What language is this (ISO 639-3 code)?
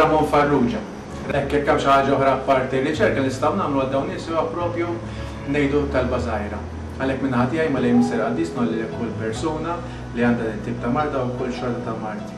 mlt